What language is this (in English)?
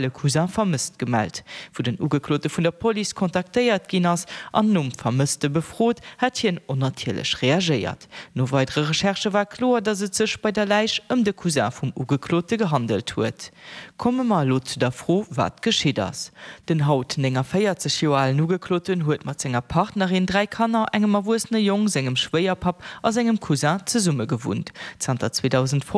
Luxembourgish